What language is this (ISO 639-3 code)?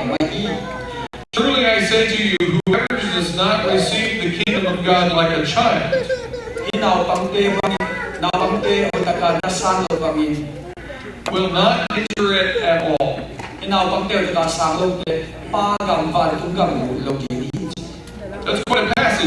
ctd